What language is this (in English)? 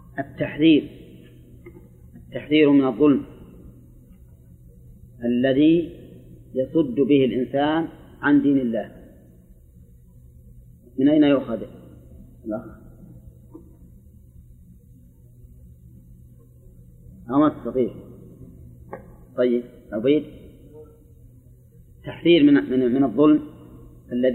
Arabic